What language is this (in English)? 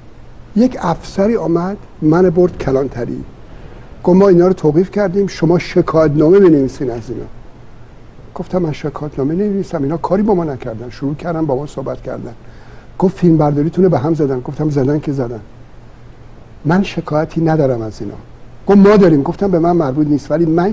Persian